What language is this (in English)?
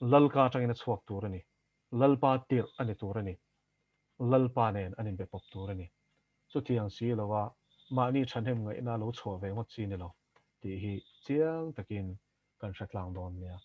Mizo